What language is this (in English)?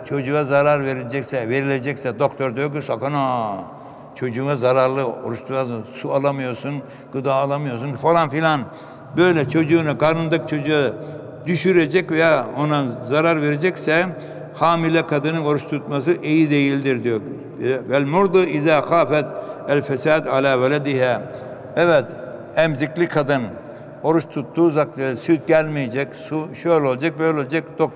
Turkish